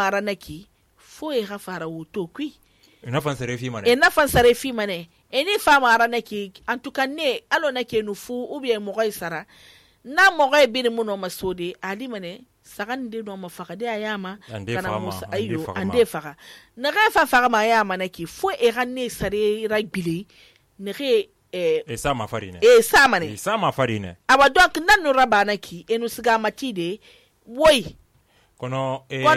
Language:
Susu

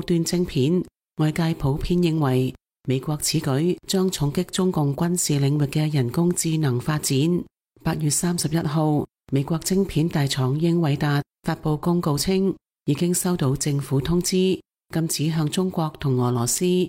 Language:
Cantonese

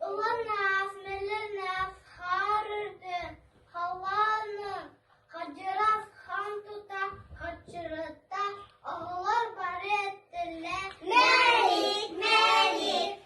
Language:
Yakut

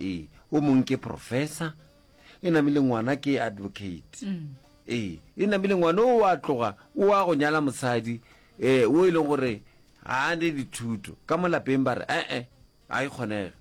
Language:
Northern Sotho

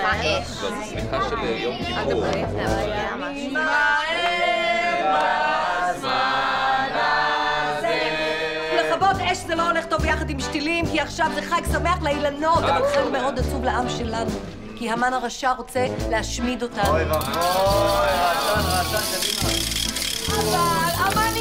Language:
Hebrew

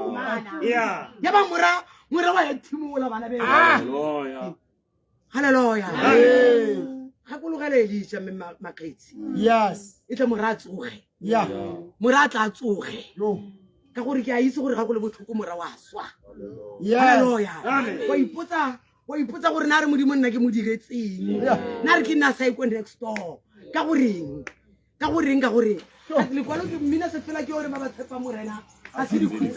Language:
Tswana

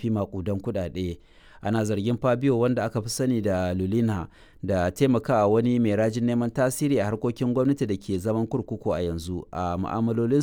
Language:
Hausa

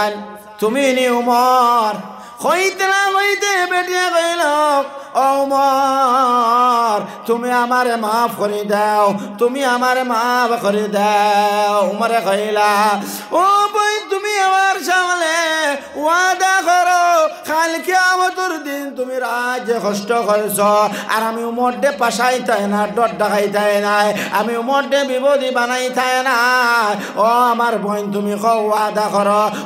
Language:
Sylheti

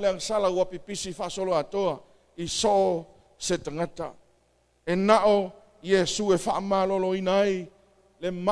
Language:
Samoan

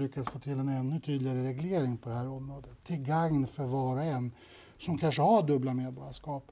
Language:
Swedish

